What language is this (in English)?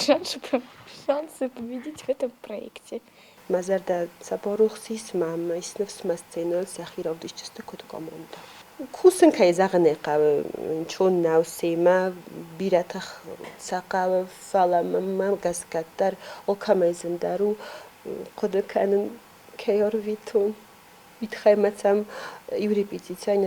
Ossetic